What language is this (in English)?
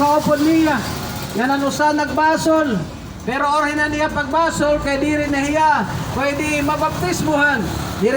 Waray